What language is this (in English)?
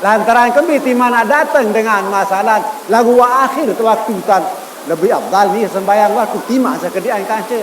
Sasak